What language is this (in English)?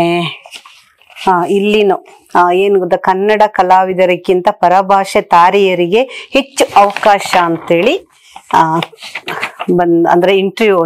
Kannada